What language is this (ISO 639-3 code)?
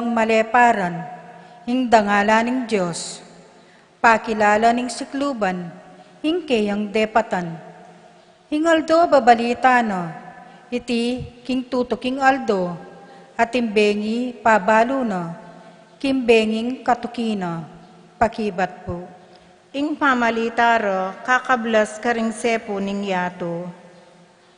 pam